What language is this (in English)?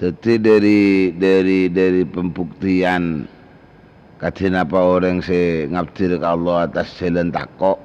Madurese